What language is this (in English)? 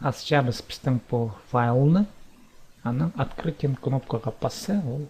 Khakas